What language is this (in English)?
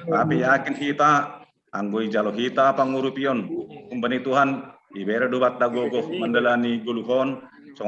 Batak Simalungun